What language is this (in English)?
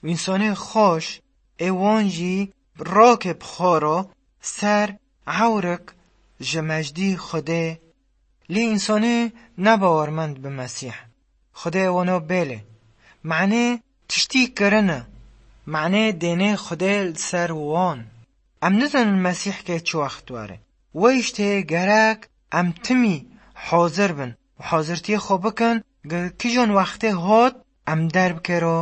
Kurdish